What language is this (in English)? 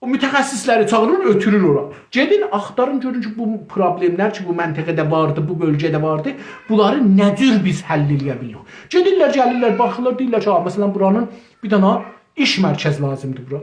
South Azerbaijani